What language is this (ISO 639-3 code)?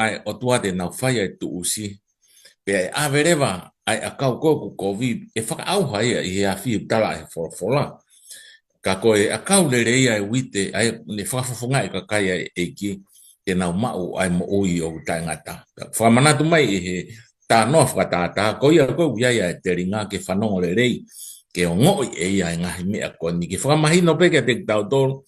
ton